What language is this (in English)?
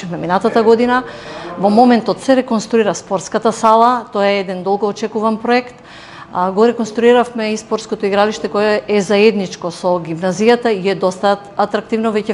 Macedonian